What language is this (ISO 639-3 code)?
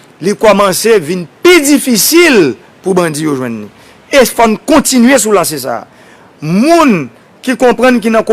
hat